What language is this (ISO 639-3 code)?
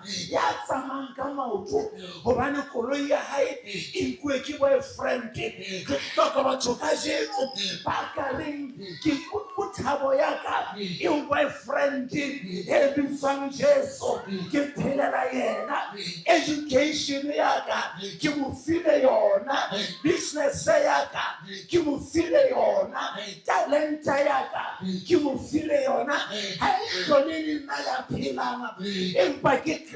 sot